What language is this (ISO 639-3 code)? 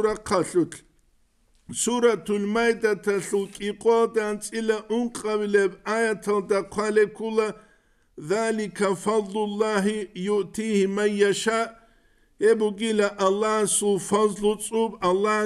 ava